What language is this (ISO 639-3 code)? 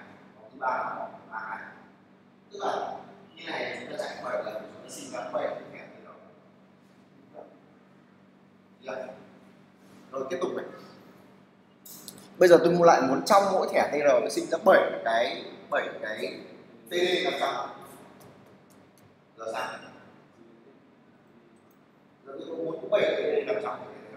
vie